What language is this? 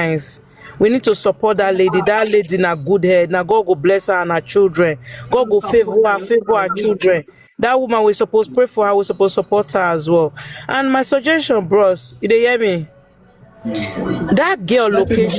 Nigerian Pidgin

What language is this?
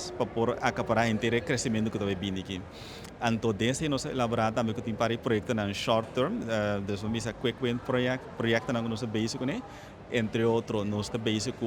Papiamento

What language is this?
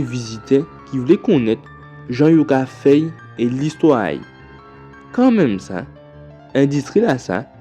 Guadeloupean Creole French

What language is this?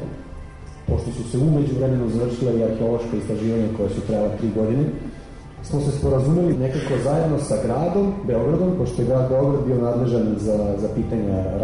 Serbian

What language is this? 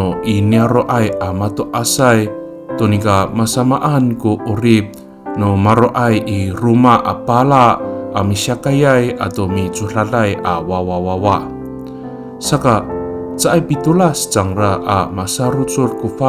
Amis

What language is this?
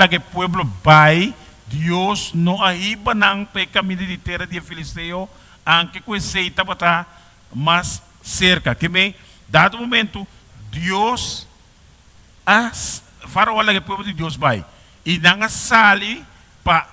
Papiamento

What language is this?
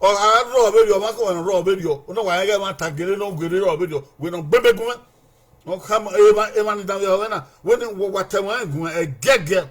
Bini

